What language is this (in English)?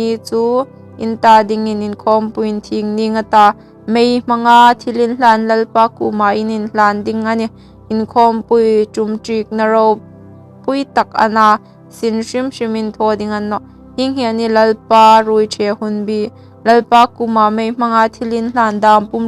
Hmar